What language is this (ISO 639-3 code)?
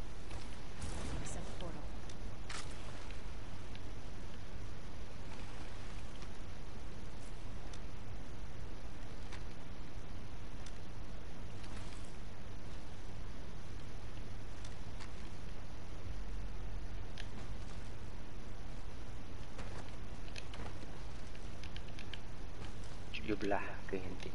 msa